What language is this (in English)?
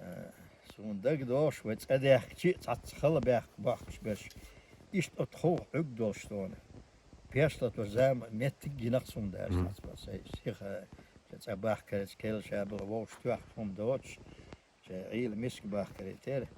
Chechen